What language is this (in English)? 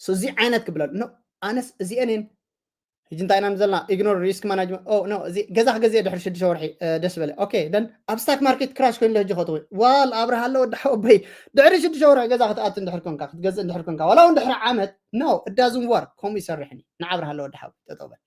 Tigrinya